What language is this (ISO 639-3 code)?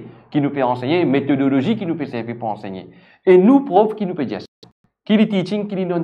mfe